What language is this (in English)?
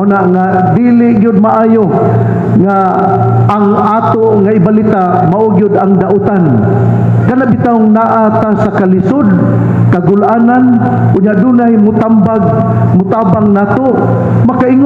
Cebuano